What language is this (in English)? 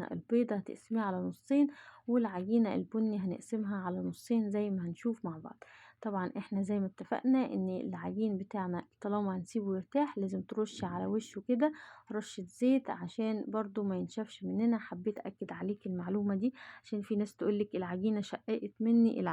Egyptian Arabic